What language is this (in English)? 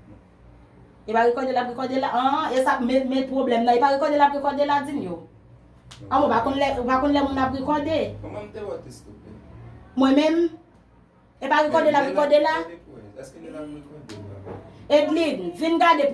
Haitian Creole